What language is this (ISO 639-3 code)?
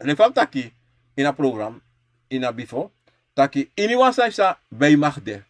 srn